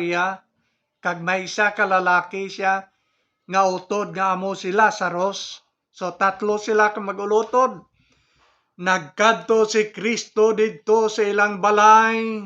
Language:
Hiligaynon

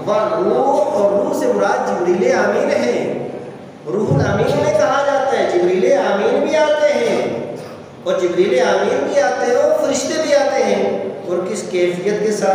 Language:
Urdu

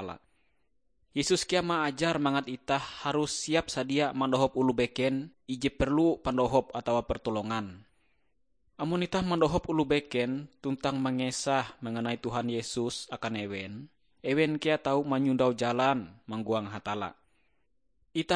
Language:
Ngaju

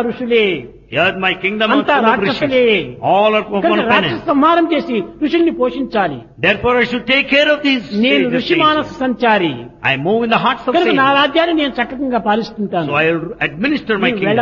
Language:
Telugu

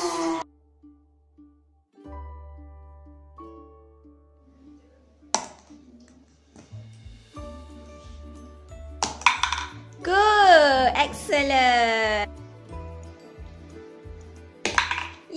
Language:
Malay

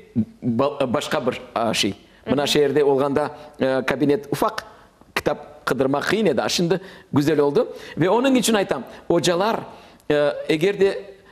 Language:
Crimean Tatar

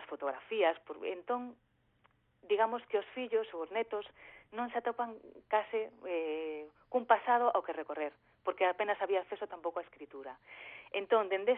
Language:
Galician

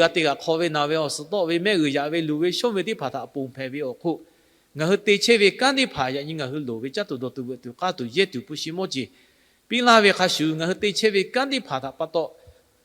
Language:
Lahu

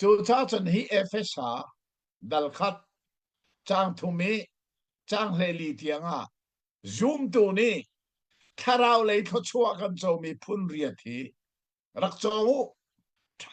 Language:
Hakha Chin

